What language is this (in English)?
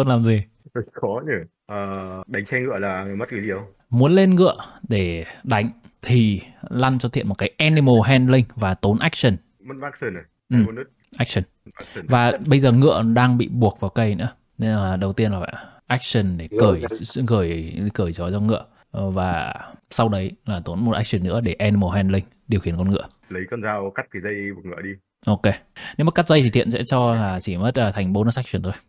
Vietnamese